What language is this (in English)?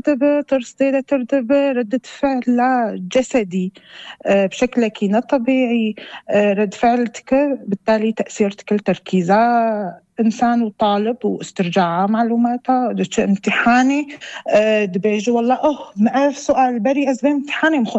North Levantine Arabic